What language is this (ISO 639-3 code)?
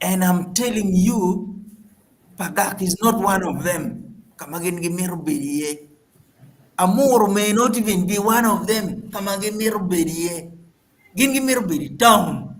ach